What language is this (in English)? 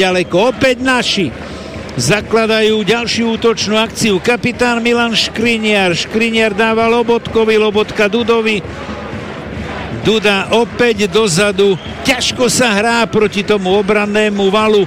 Slovak